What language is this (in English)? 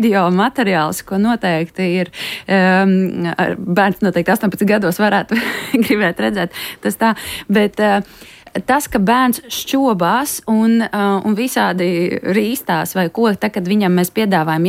Latvian